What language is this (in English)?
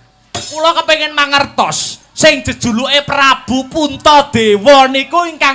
Javanese